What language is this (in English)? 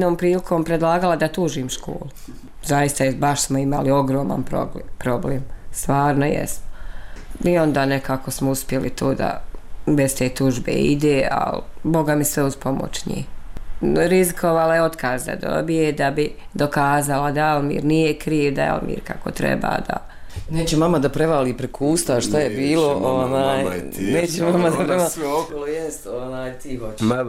Bosnian